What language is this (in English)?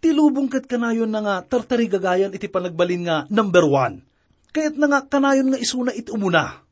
Iloko